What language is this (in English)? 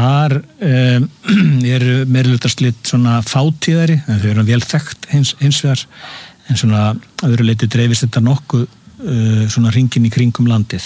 Icelandic